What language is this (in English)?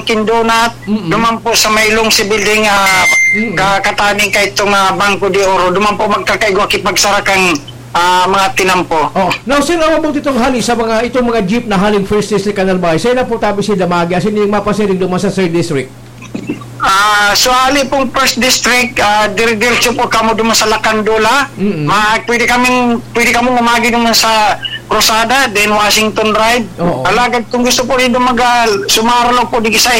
Bikol